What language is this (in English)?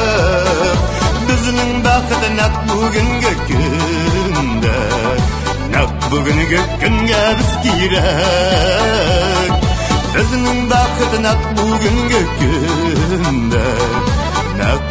Tatar